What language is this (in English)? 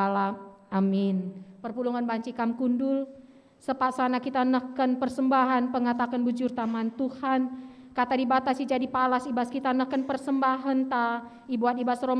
Batak Karo